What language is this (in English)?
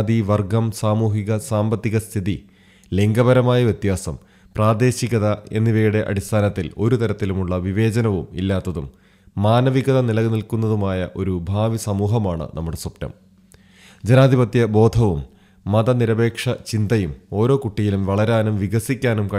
Malayalam